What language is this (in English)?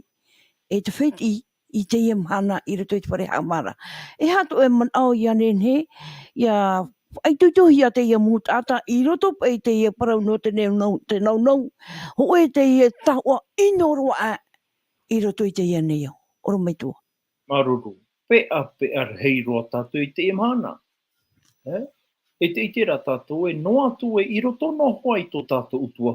Tahitian